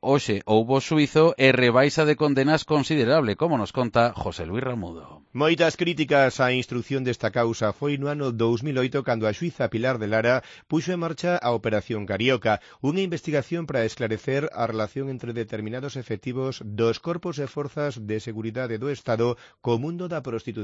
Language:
Galician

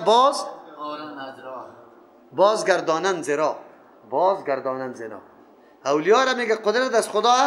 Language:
Persian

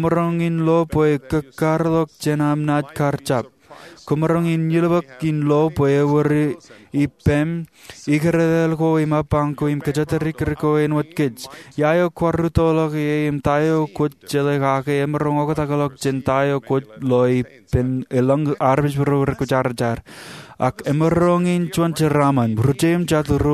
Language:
Marshallese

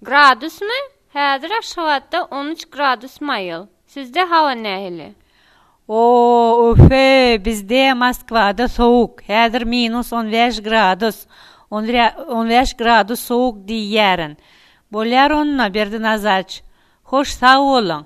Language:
Tatar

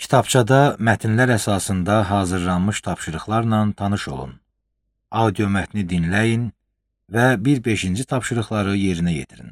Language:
Azerbaijani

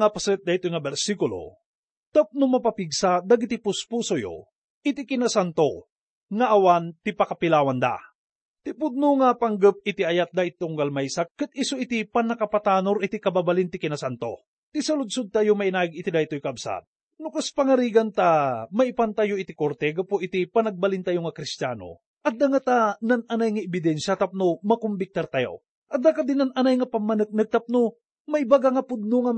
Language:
Iloko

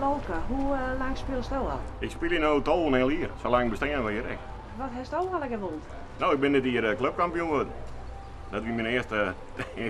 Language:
Western Frisian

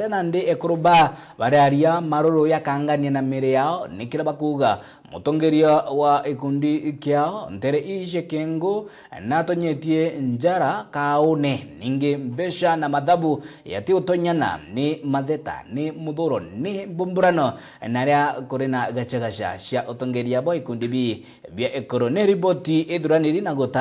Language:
Meru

